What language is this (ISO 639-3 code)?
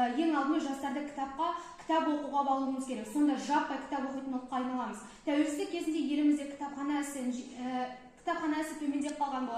kaz